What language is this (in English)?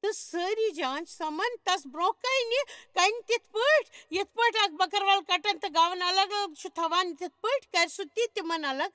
Kashmiri